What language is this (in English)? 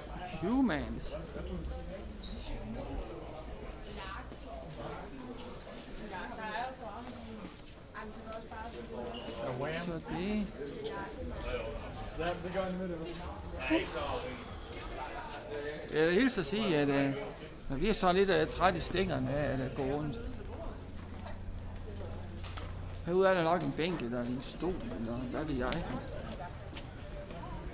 Danish